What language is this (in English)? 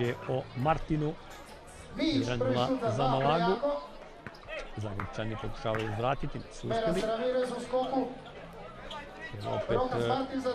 Croatian